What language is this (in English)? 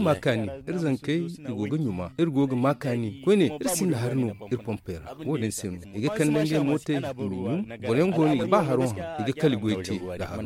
Zarma